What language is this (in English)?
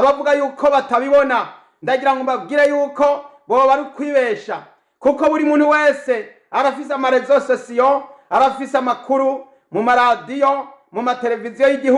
Rundi